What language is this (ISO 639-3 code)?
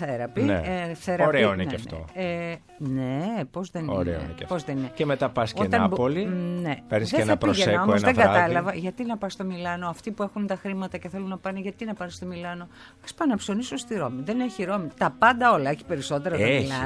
ell